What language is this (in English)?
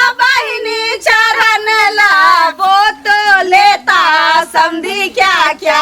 Maithili